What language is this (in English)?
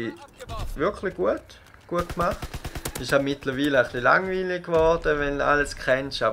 Swiss German